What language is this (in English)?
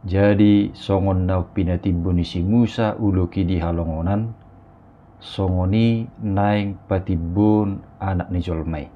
Batak Toba